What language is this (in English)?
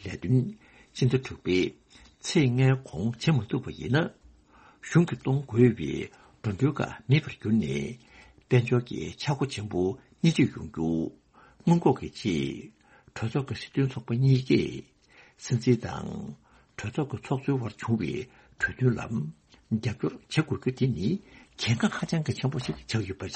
Tibetan